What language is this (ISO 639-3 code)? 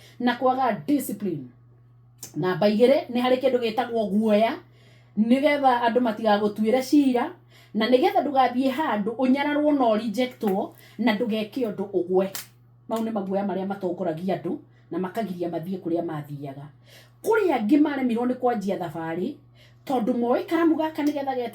kik